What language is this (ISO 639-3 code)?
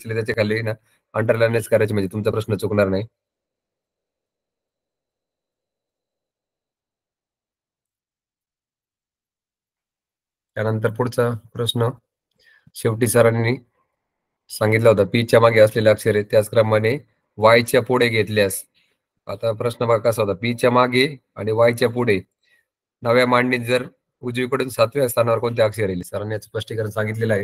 mar